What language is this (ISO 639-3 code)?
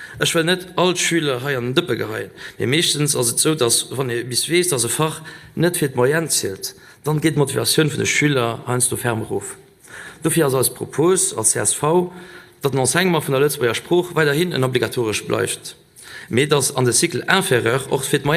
ltz